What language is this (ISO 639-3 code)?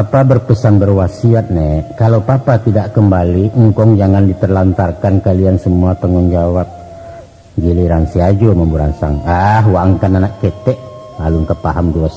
min